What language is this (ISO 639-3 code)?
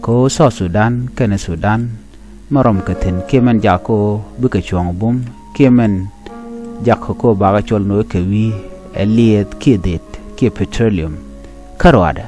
nus